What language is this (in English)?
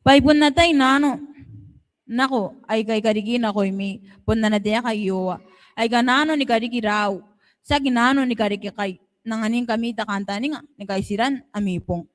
Gilbertese